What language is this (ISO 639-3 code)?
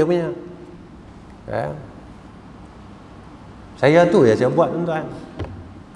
msa